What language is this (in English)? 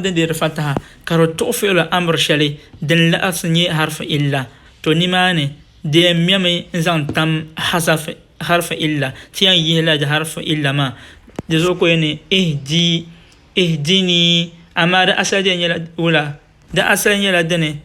Dagbani